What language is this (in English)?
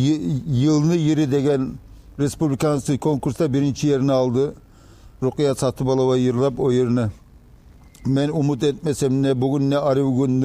Kumyk